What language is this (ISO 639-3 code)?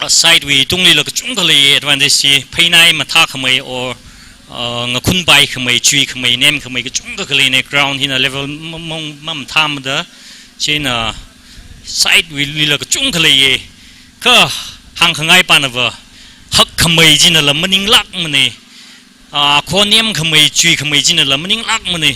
nmf